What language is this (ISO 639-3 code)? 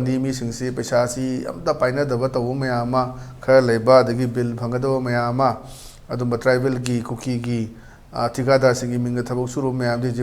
mni